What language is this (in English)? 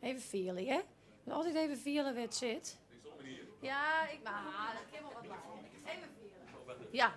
Western Frisian